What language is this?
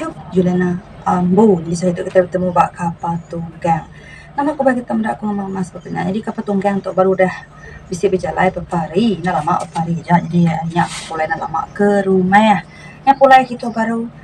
Iban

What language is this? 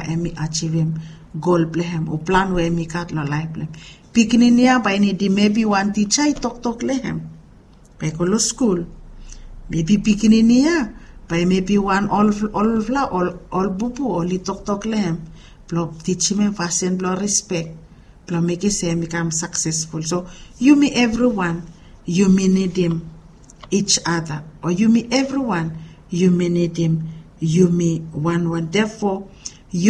Bislama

